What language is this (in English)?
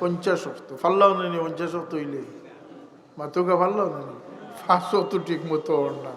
Sylheti